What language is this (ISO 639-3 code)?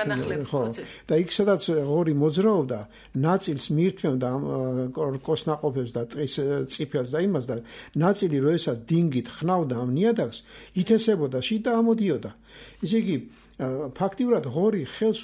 kat